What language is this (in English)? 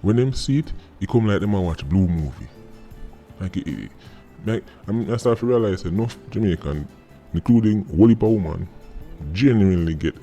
Jamaican Creole English